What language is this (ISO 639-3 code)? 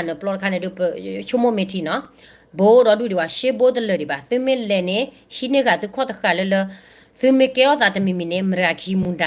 ksw